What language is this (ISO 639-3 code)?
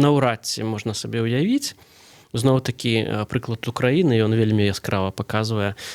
bel